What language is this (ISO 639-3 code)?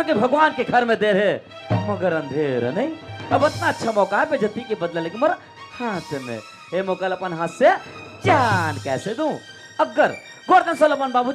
hne